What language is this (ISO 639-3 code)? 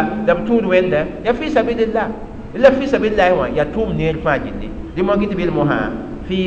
mos